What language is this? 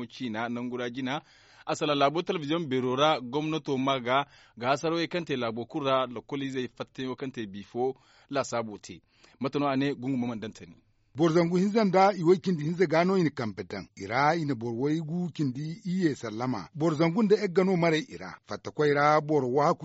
Zarma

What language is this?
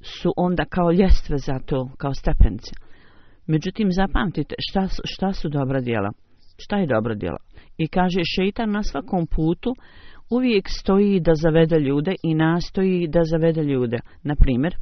Bosnian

